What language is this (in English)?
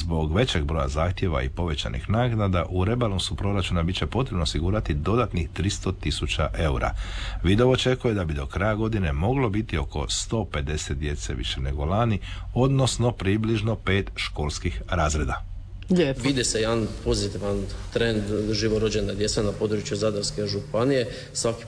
Croatian